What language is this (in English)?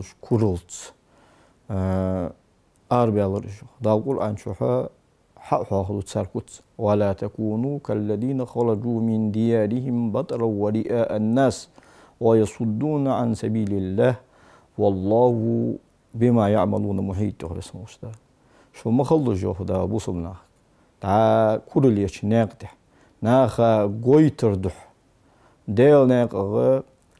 Ingush